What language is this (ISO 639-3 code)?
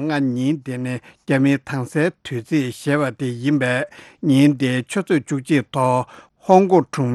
bod